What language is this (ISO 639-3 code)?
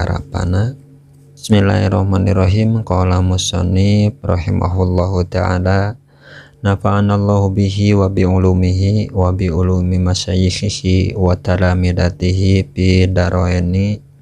sun